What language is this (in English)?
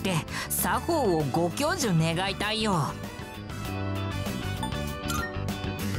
Japanese